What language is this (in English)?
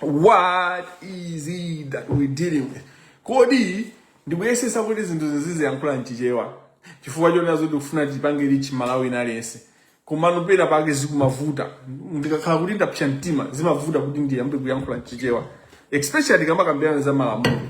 Nyanja